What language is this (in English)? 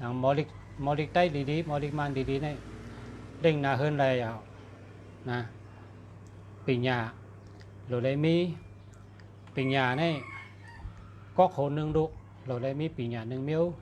Shan